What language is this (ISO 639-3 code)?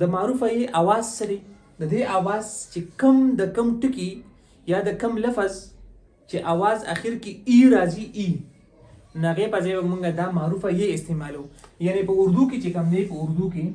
pus